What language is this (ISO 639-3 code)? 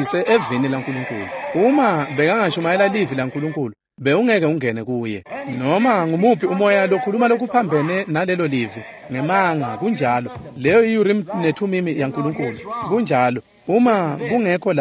ssw